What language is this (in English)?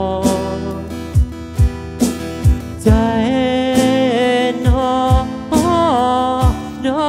Thai